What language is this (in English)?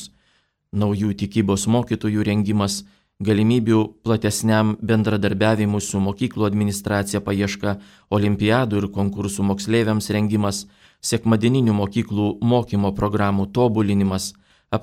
Lithuanian